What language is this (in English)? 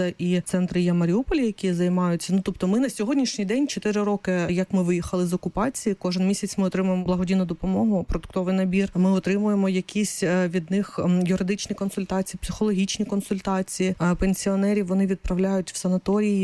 Ukrainian